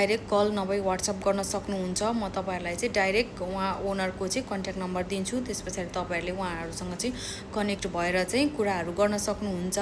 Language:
Nepali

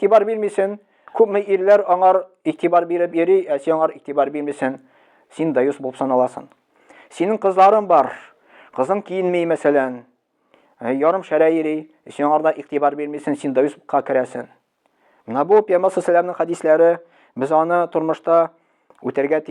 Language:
Tatar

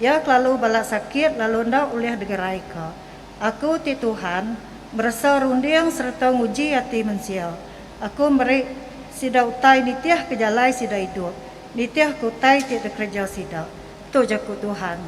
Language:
Iban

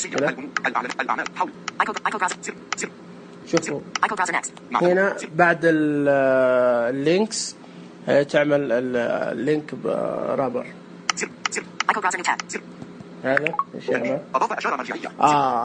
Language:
Najdi Arabic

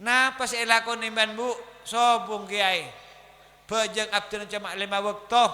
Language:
Madurese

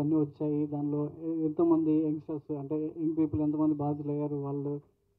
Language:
Telugu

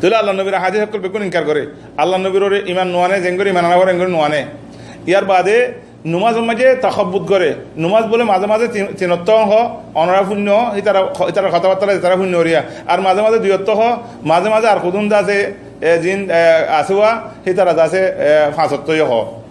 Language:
Rohingya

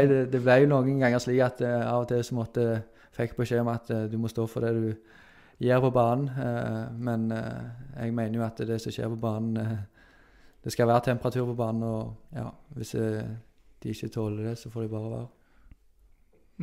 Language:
Norwegian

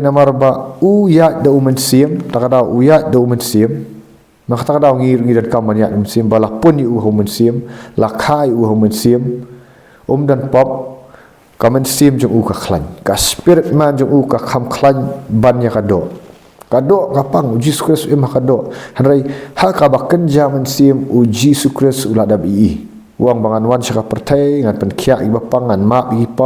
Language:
Khasi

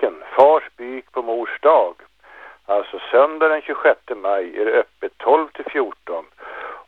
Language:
Swedish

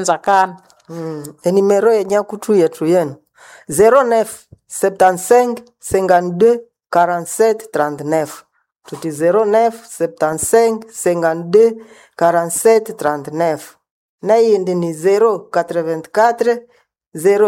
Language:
Nande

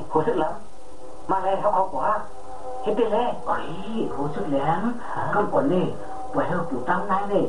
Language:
Shan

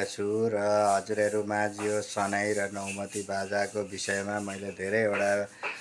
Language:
Nepali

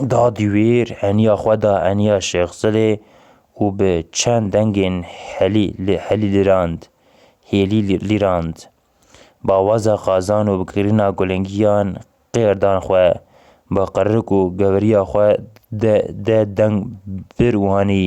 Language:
Kurdish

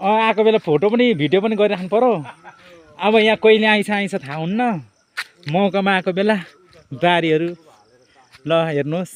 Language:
Nepali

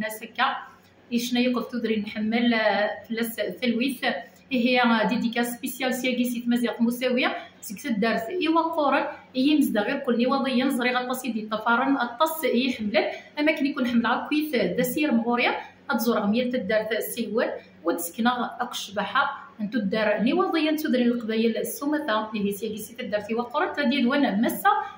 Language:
Kabyle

